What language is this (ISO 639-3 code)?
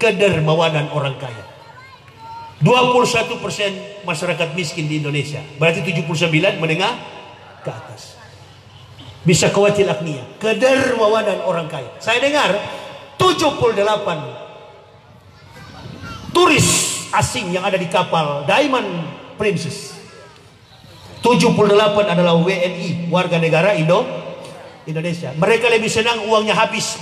ind